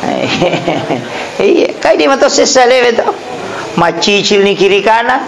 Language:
Buginese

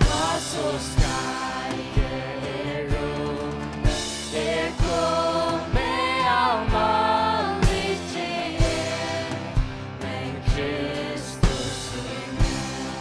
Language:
Faroese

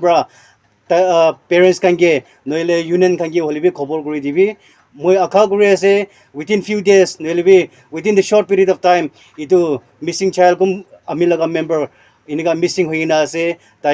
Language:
Naga Pidgin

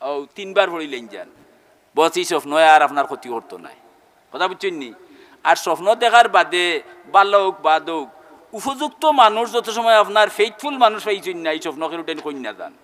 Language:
Sylheti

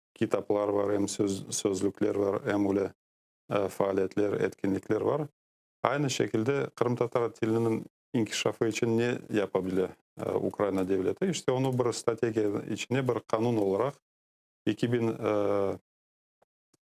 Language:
Crimean Tatar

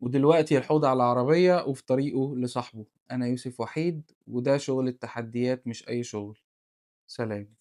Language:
Egyptian Arabic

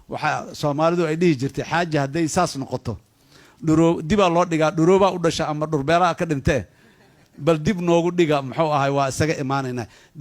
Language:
Somali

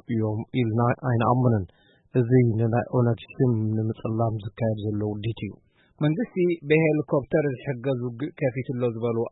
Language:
Tigrinya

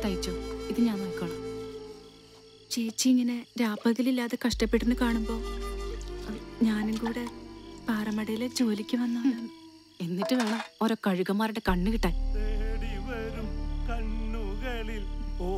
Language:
Malayalam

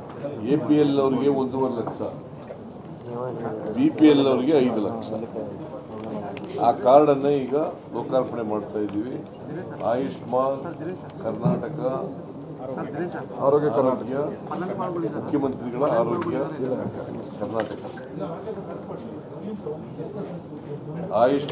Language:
Kannada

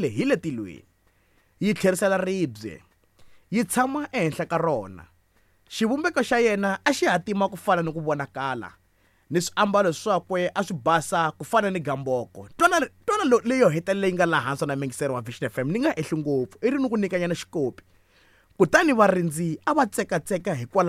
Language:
Tsonga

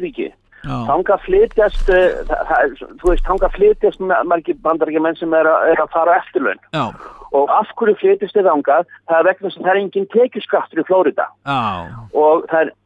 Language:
Icelandic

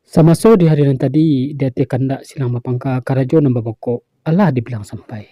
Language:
Minangkabau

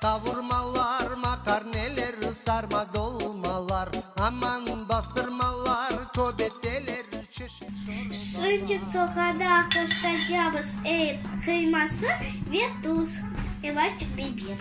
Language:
Crimean Tatar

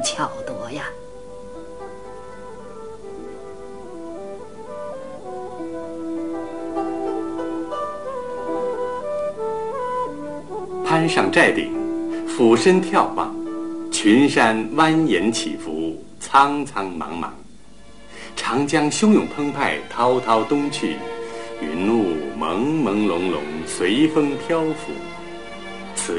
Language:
Chinese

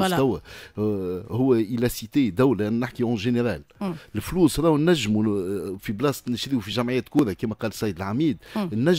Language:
Tunisian Arabic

